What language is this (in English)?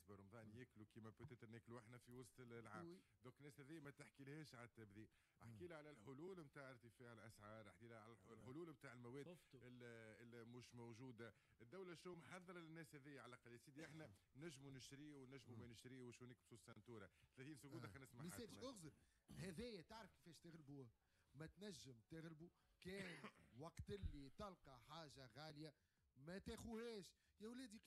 Tunisian Arabic